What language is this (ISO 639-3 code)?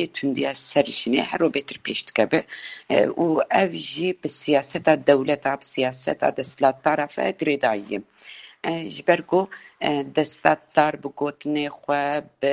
kur